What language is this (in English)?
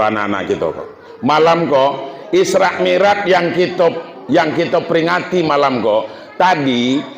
Minangkabau